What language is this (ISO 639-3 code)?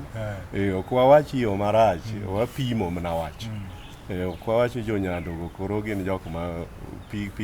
luo